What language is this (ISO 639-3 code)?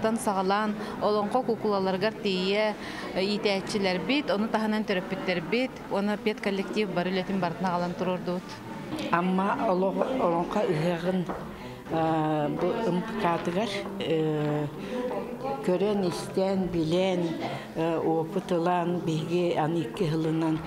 sah